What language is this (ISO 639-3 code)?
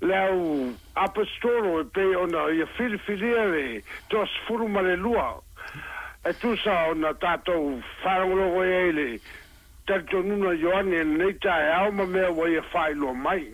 smo